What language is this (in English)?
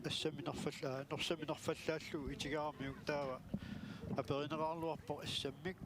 Kalaallisut